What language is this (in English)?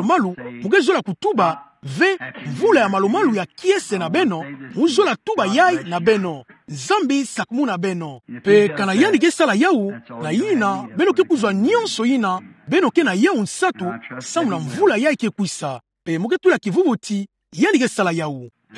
Kituba (Democratic Republic of Congo)